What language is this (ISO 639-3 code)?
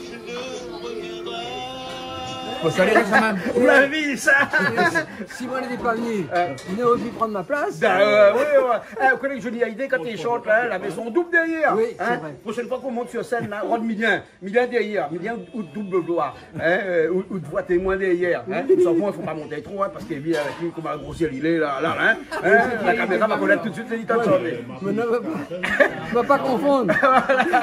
rcf